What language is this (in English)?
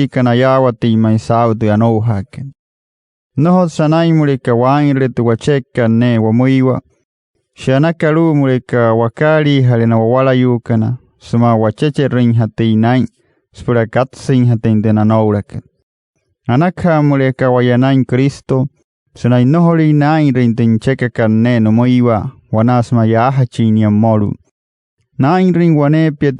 Wayuu